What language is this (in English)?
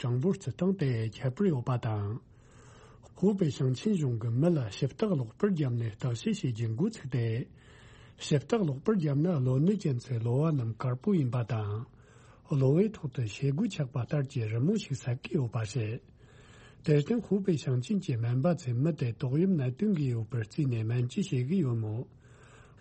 Tibetan